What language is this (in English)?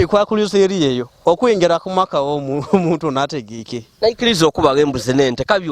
Ganda